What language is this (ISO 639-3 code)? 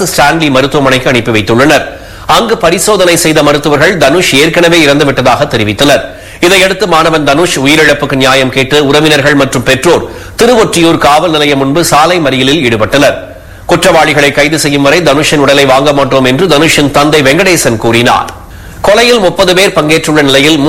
tam